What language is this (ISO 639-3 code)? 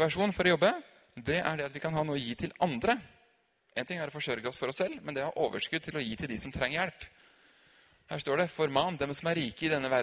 nor